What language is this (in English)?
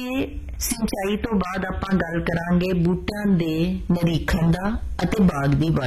Punjabi